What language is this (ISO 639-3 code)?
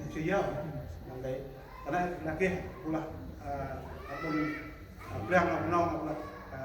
cmo